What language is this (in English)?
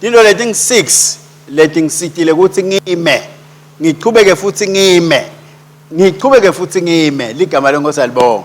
Swati